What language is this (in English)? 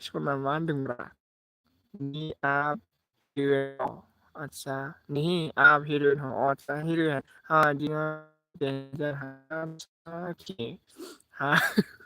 Bodo